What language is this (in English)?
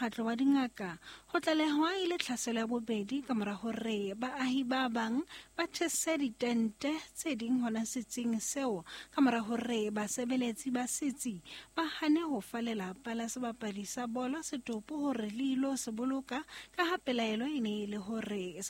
Southern Sotho